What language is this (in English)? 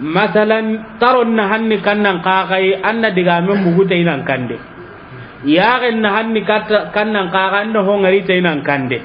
Soninke